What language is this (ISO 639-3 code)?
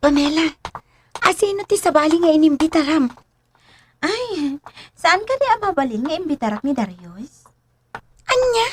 ilo